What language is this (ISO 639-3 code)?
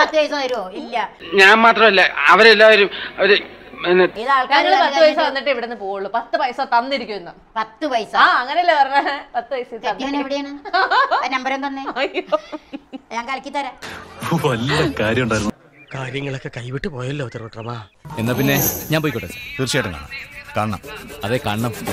mal